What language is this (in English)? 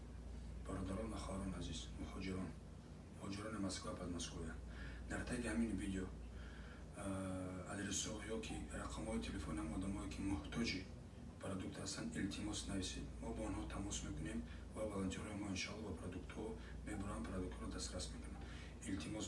Tajik